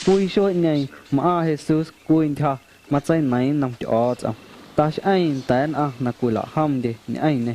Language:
Guerrero Amuzgo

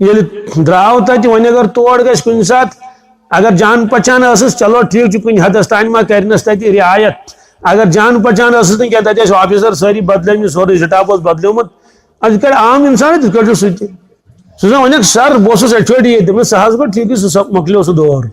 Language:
Kashmiri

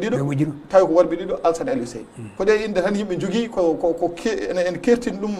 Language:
Fula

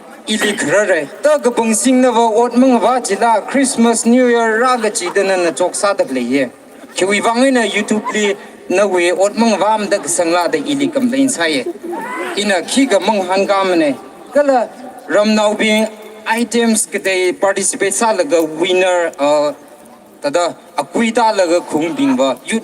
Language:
Tangkhul Naga (India)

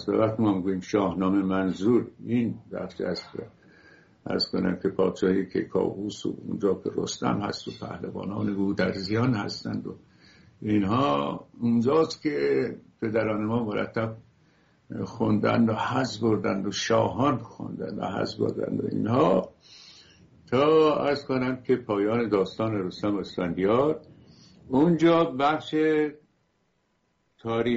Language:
Persian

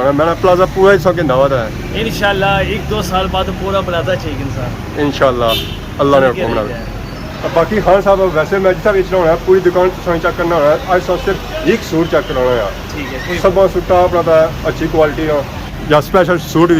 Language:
Pahari-Potwari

